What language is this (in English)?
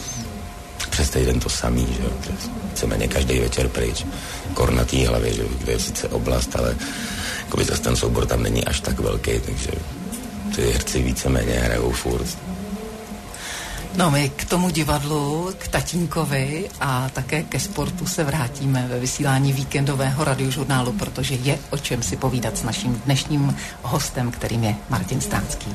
Czech